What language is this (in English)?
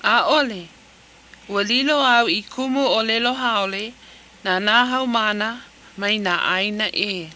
Hawaiian